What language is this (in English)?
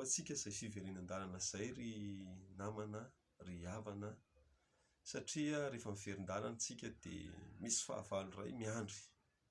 Malagasy